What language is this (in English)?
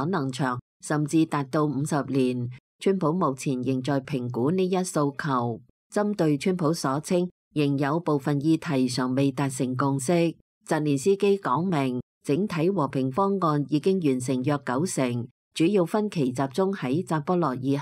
Cantonese